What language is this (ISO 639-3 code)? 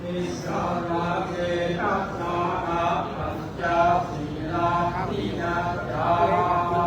pli